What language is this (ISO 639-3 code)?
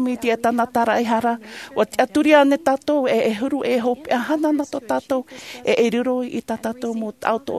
tah